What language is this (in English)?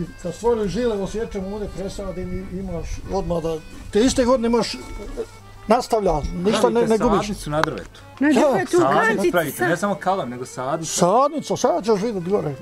Bosnian